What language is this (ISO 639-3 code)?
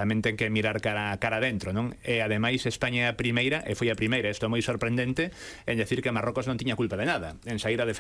glg